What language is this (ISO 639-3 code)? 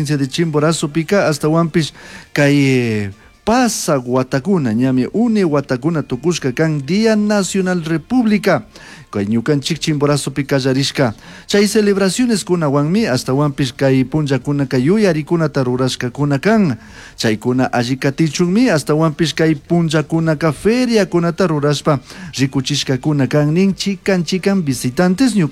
qug